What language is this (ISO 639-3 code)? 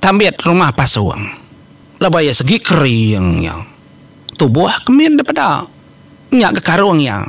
iba